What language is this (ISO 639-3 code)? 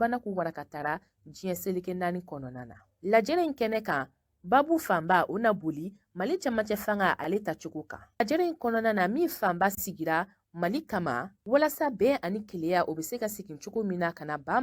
bam